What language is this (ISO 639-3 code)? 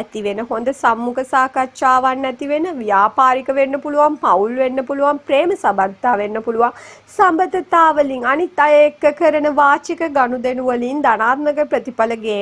sin